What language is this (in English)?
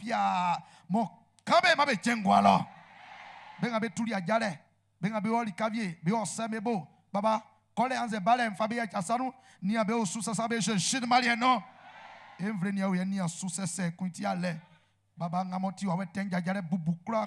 Baoulé